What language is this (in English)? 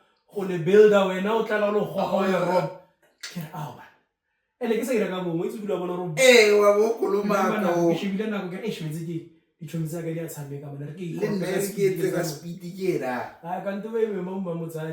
Tswana